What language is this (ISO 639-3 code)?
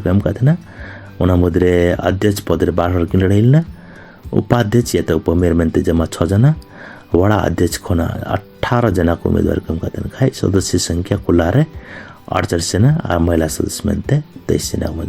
sat